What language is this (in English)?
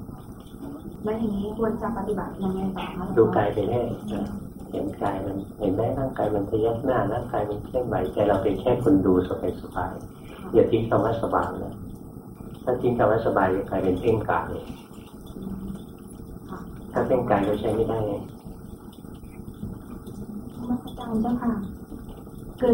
Thai